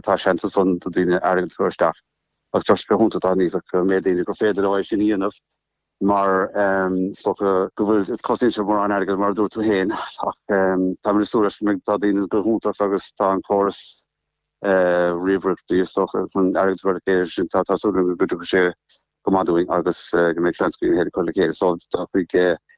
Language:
Irish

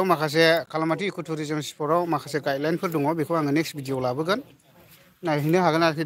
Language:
Bodo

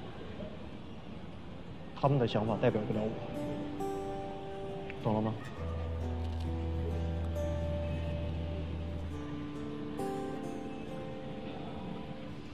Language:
Chinese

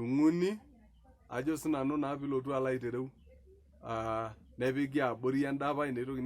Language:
Masai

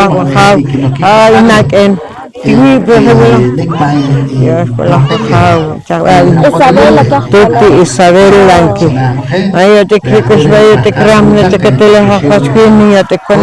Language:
Poqomchi'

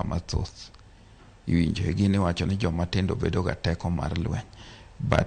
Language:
Luo (Kenya and Tanzania)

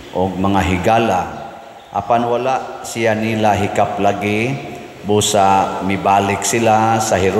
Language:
Cebuano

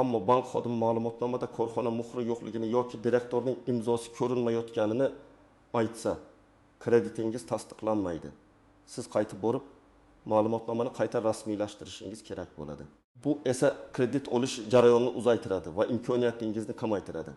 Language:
Uzbek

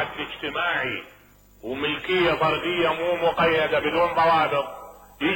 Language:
Mesopotamian Arabic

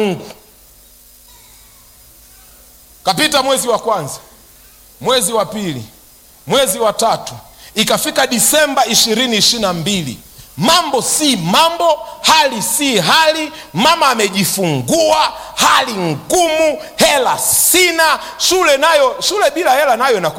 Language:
Swahili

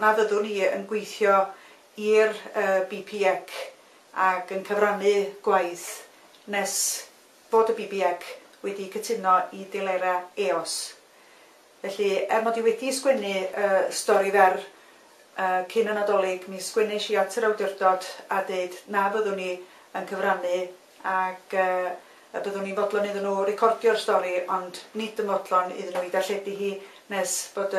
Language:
Welsh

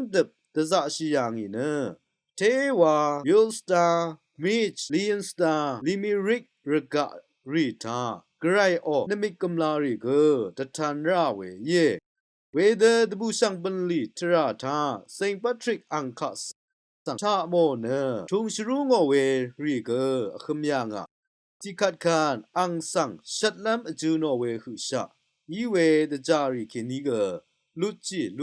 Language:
Rawang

